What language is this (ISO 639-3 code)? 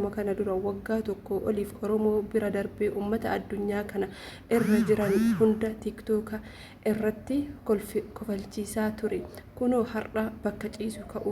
orm